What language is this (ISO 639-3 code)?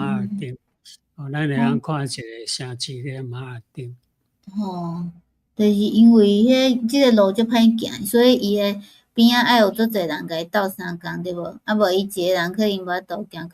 nan